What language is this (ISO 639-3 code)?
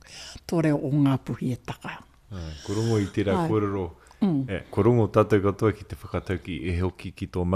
mri